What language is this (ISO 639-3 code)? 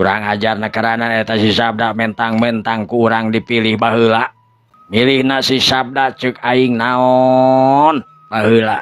sun